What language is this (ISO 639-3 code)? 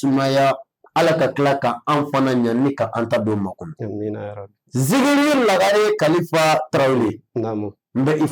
bam